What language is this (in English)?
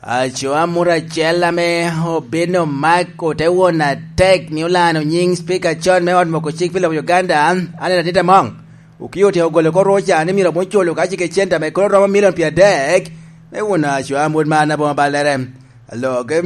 Lango (Uganda)